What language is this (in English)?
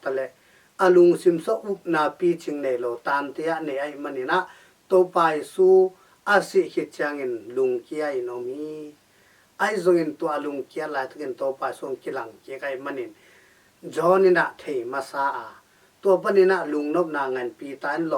Tedim Chin